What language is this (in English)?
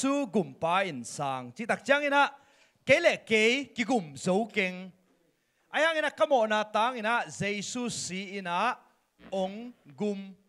Tedim Chin